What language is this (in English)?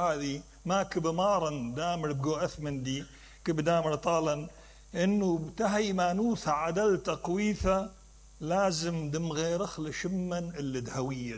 Mesopotamian Arabic